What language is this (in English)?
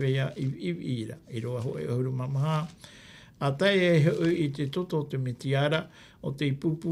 Tahitian